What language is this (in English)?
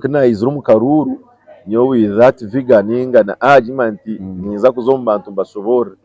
Nyankole